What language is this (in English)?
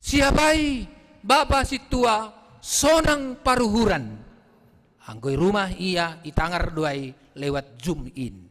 Batak Simalungun